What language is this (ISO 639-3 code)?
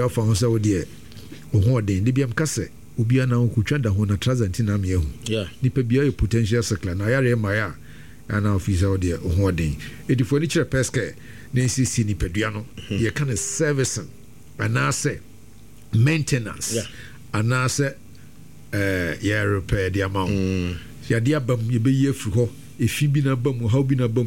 aka